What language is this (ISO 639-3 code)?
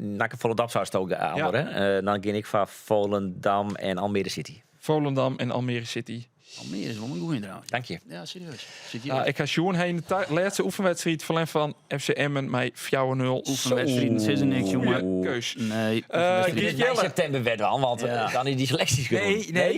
fry